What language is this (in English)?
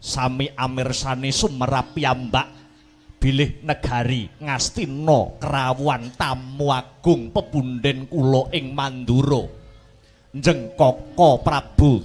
Javanese